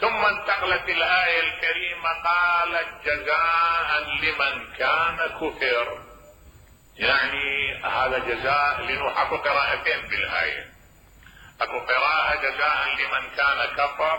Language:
Mesopotamian Arabic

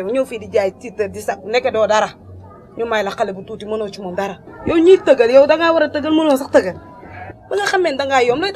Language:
Wolof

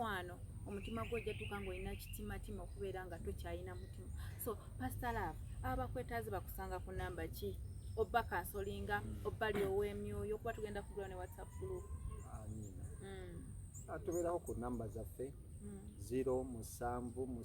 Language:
Ganda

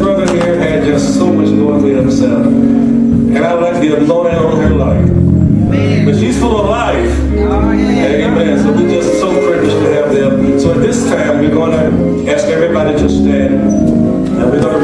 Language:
English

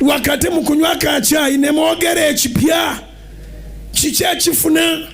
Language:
Ganda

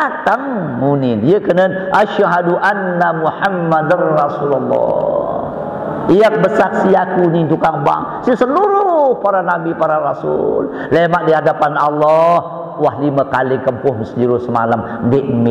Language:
Sasak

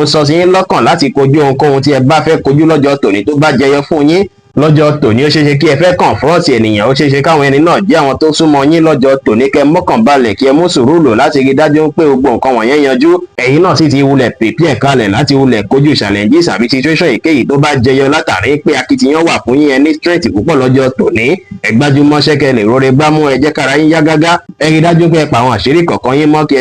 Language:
Yoruba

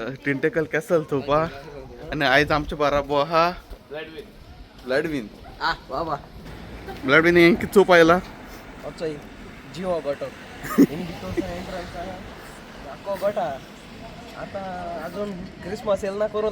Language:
Konkani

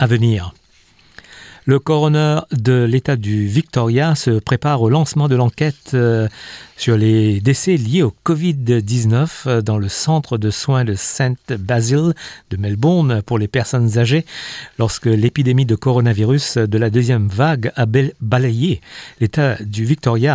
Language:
French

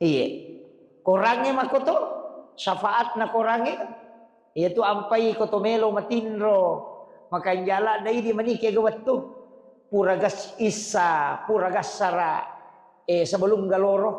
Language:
Buginese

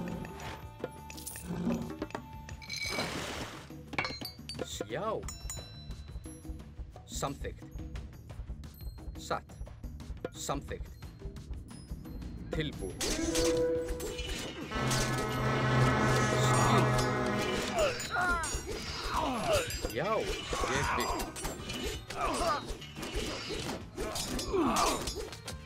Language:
Icelandic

